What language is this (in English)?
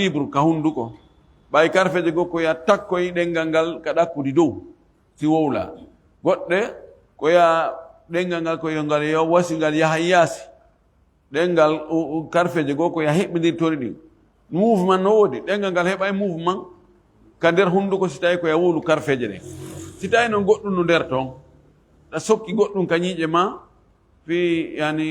Fula